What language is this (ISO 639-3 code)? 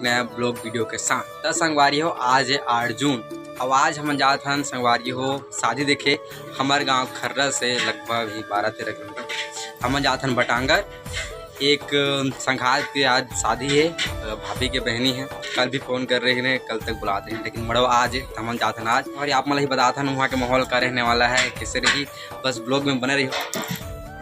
hne